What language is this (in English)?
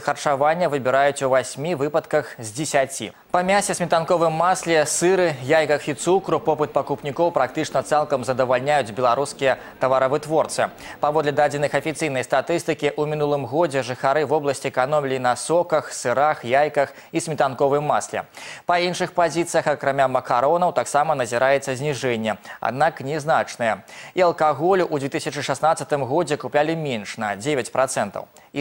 Belarusian